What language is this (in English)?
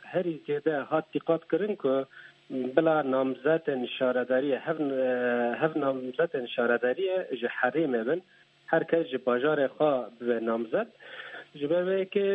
Kurdish